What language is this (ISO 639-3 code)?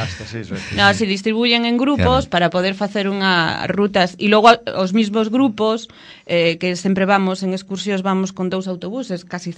glg